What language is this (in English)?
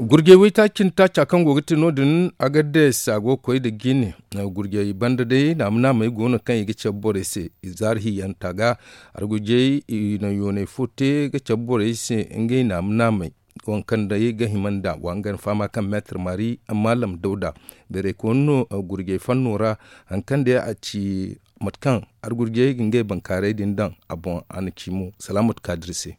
Zarma